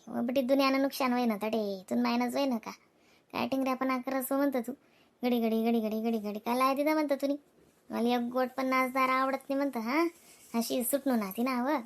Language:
Khandesi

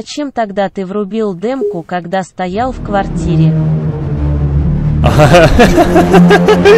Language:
Russian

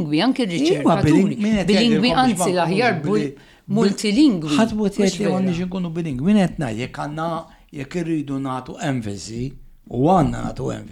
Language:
Maltese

